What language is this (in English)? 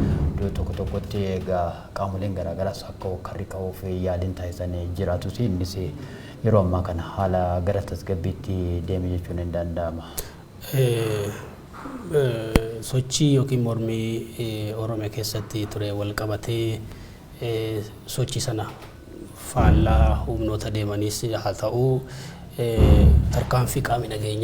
Oromo